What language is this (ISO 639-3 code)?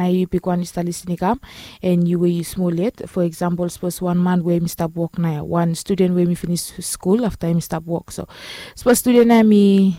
bis